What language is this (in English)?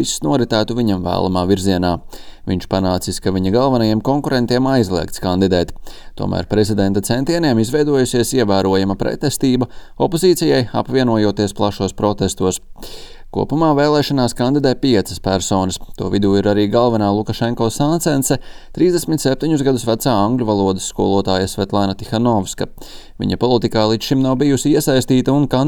Latvian